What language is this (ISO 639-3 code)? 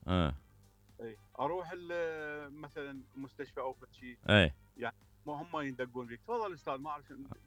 acm